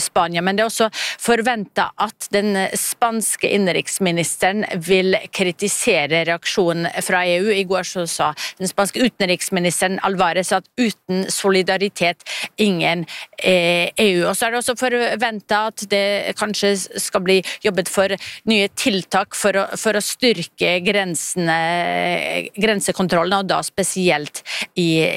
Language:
Norwegian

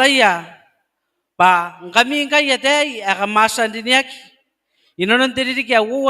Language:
Gilbertese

